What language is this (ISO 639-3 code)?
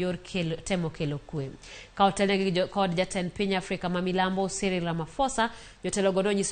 luo